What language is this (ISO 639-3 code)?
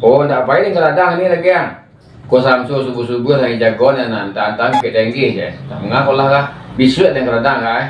min